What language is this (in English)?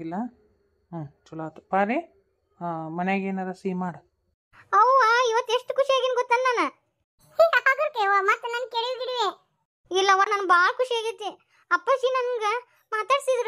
Kannada